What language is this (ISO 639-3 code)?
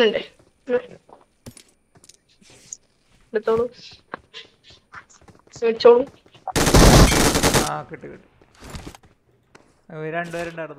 mal